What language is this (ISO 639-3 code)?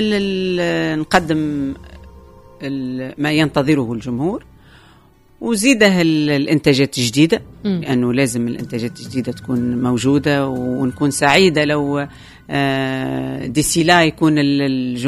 aeb